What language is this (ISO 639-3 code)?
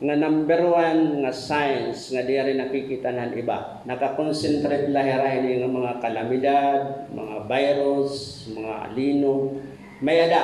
war